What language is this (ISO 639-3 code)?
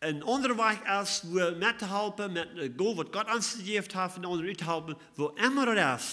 pdt